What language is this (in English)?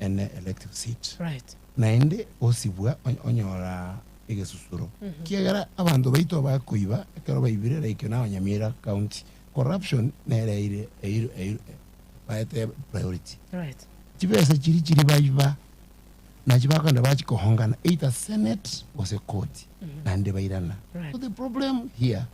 Gusii